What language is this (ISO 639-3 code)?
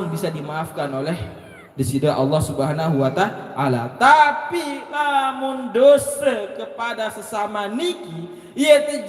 sas